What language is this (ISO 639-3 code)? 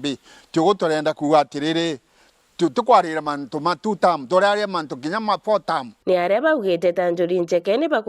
mer